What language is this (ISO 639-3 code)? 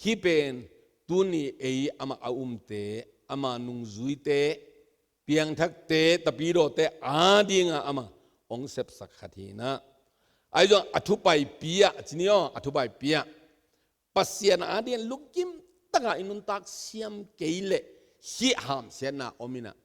ctd